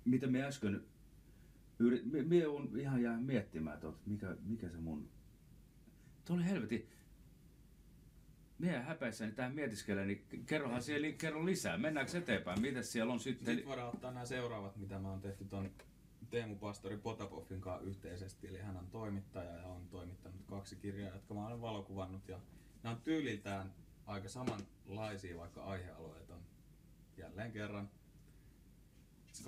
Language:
Finnish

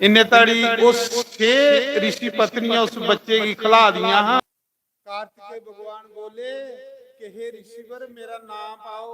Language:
Dogri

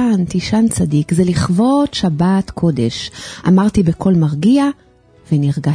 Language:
Hebrew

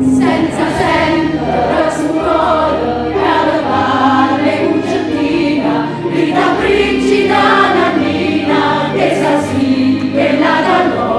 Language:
Neapolitan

